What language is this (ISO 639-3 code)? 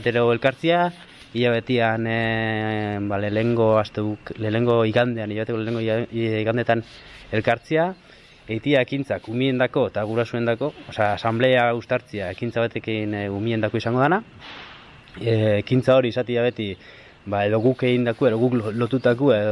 eus